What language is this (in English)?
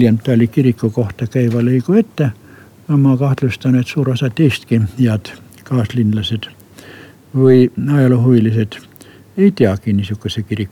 Estonian